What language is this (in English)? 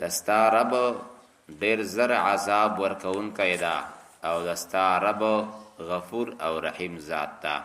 Pashto